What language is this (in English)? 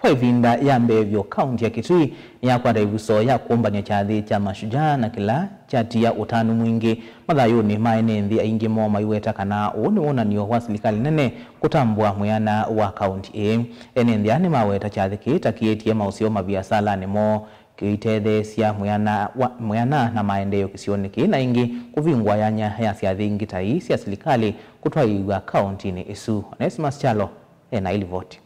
Kamba